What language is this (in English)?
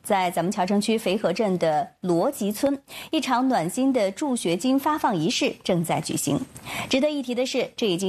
Chinese